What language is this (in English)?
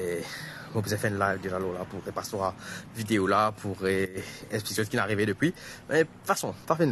Morisyen